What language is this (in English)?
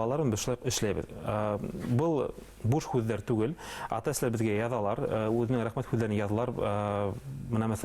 Bashkir